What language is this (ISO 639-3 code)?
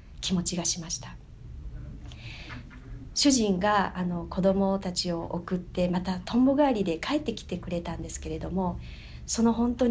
jpn